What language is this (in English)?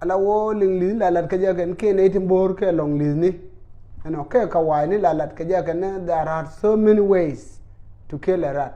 Nuer